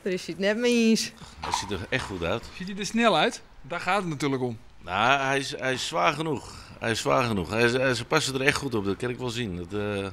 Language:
Western Frisian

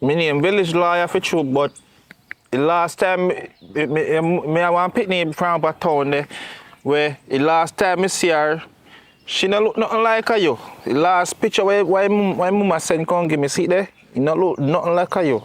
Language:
Jamaican Creole English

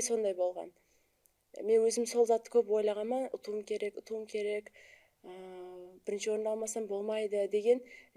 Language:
Kara-Kalpak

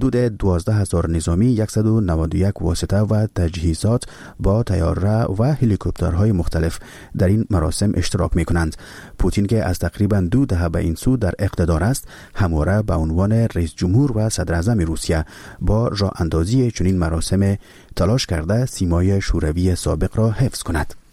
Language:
Persian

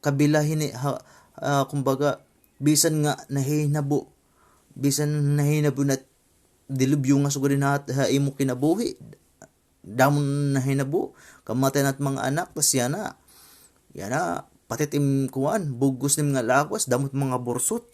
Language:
Waray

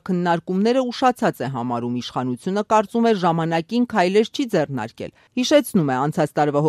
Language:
Armenian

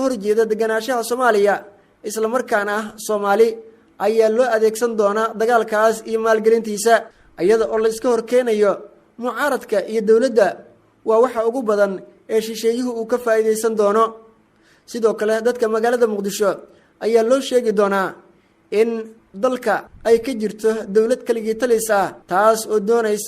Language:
Somali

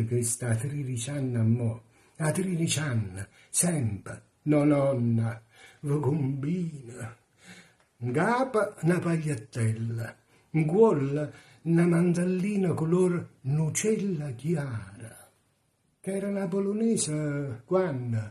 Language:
Neapolitan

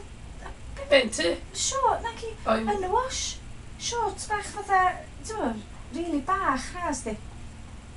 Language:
Welsh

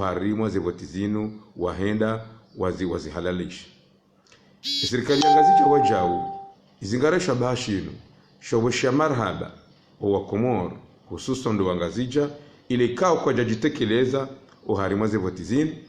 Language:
Ngazidja Comorian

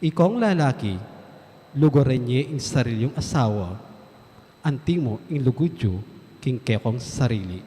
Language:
Pampanga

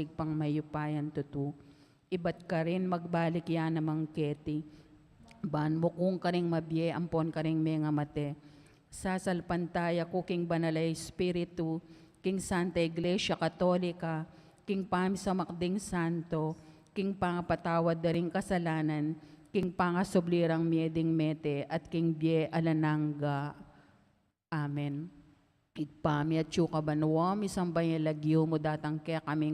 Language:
Pampanga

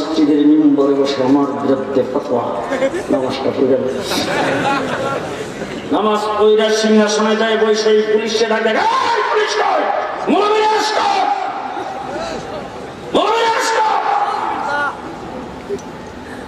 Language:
Bangla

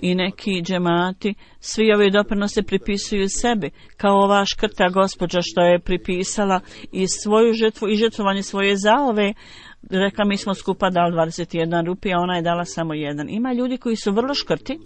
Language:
Bosnian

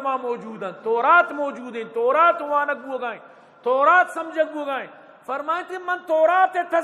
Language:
Eastern Balochi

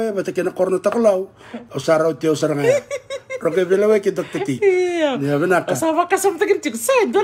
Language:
Fijian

